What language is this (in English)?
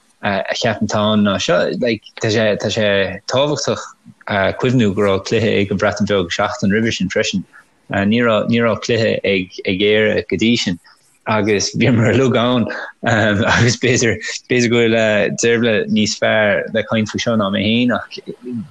Irish